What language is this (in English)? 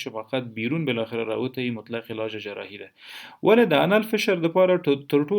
Pashto